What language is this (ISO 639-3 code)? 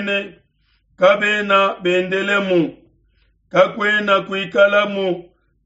lua